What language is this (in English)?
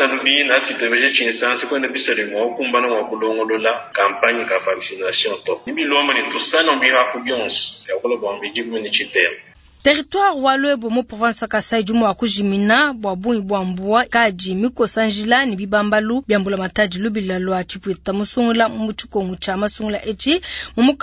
Luba-Lulua